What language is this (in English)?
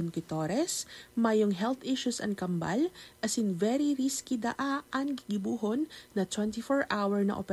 Bikol